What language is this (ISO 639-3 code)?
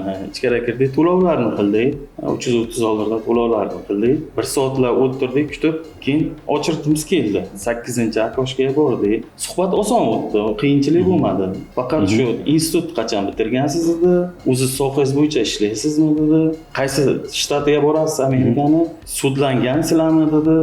uzb